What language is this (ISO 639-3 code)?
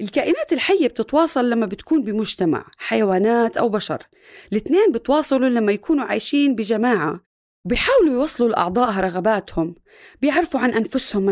apc